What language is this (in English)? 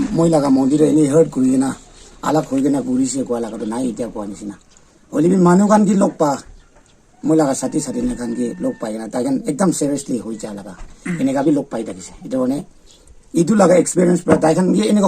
Naga Pidgin